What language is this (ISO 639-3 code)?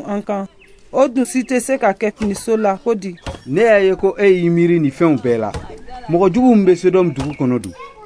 bam